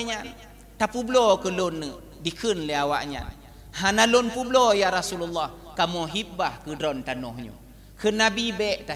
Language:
Achinese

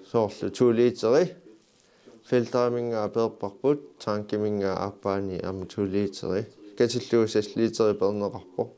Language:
Kalaallisut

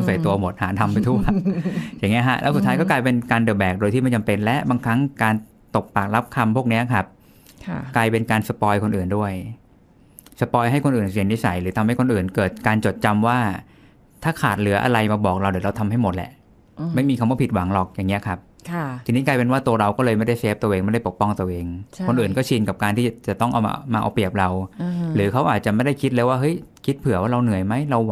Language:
Thai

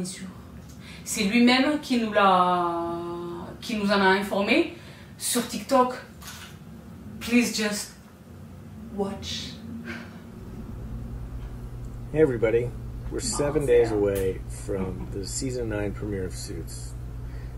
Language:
French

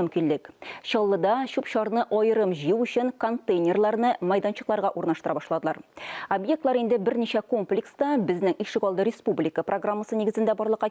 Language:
Tatar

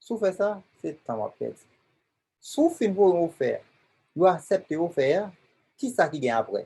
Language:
Haitian Creole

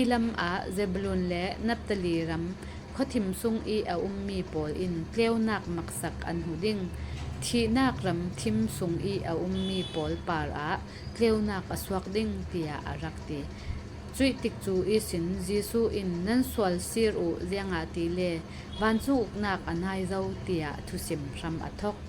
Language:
Falam Chin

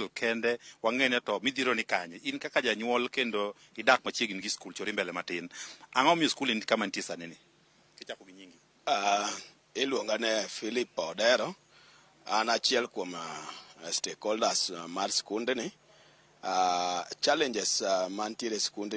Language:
Luo (Kenya and Tanzania)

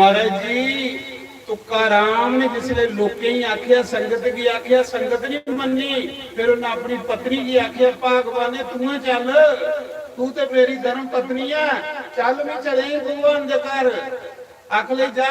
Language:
Dogri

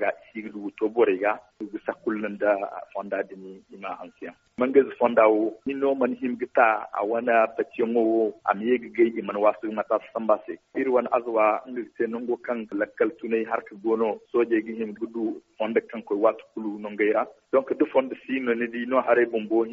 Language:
Zarma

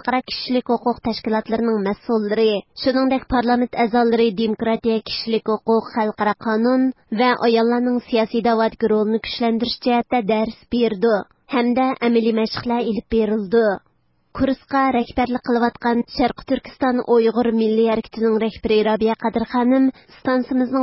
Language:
Uyghur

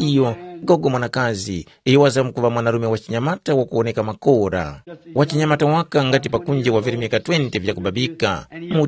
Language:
Tumbuka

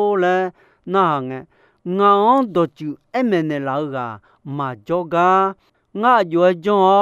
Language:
Akha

